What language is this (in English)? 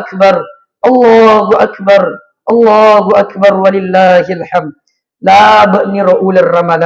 Buginese